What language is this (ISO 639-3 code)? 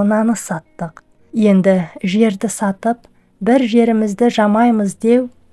kaz